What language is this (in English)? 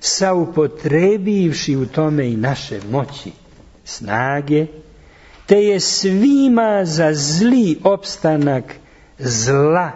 Serbian